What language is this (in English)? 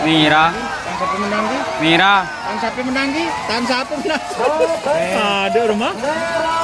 Madurese